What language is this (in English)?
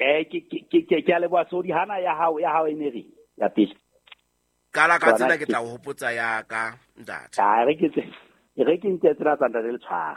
Southern Sotho